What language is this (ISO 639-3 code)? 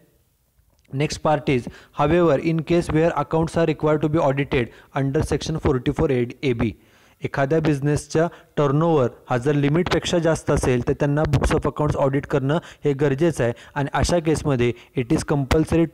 mar